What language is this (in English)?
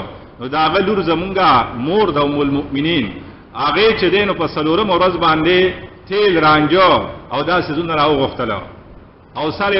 Pashto